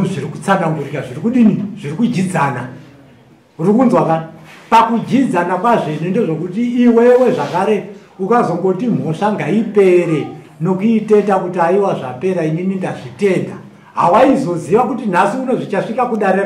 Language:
Shona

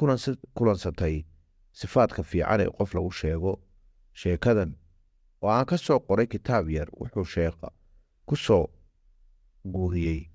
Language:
Somali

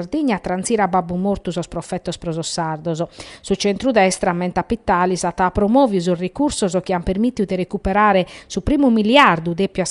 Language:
Sardinian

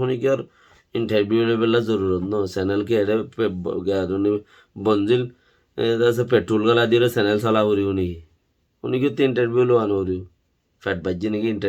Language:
Rohingya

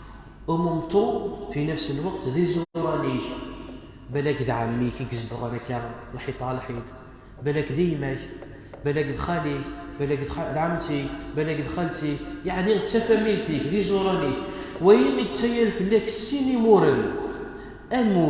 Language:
Kabyle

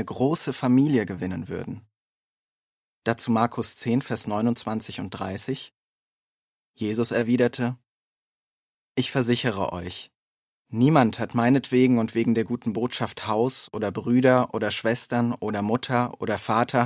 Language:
German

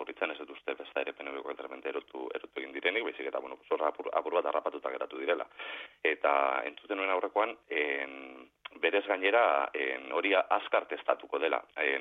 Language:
Basque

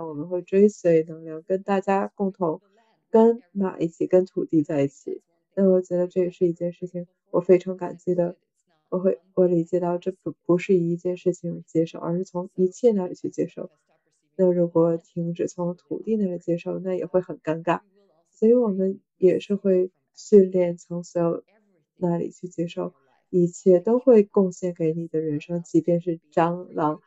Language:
Chinese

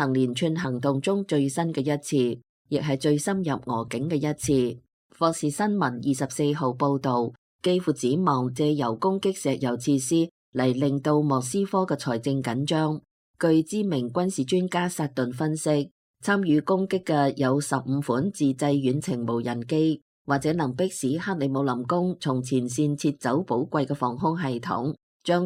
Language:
Cantonese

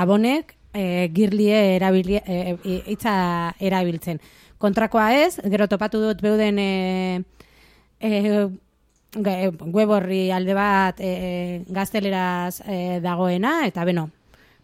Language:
Basque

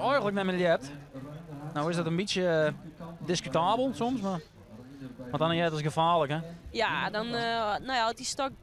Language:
Western Frisian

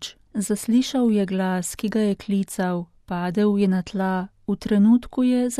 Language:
Slovenian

